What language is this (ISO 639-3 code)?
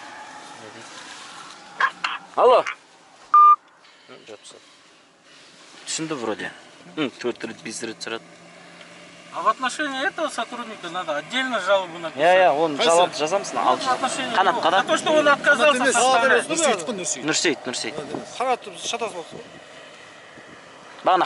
kaz